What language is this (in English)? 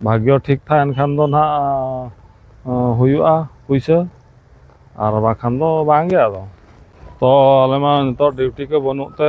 Santali